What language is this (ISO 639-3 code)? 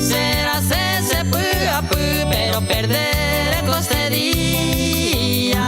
grn